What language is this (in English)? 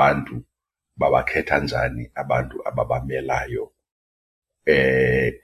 Xhosa